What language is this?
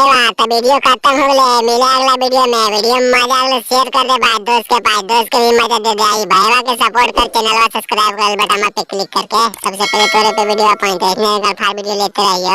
Magahi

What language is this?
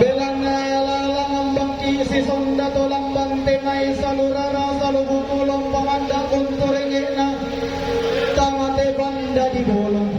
Toraja-Sa'dan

